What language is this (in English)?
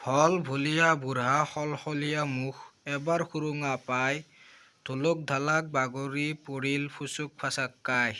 Assamese